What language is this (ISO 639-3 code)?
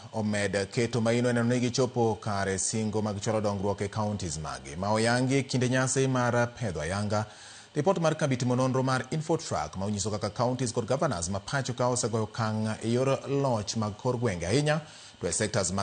luo